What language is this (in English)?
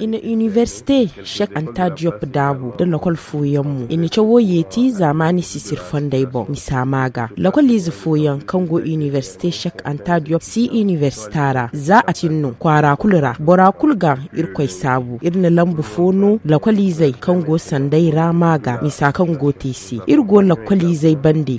Zarma